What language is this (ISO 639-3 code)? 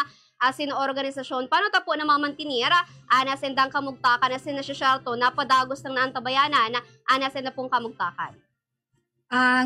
bik